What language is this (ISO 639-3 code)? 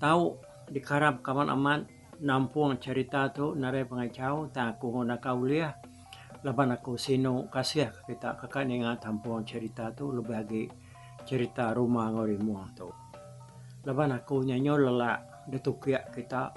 iba